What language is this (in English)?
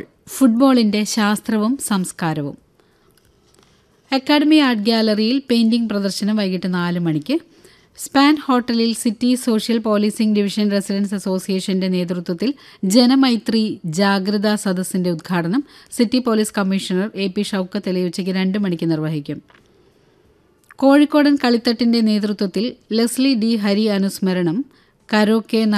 Malayalam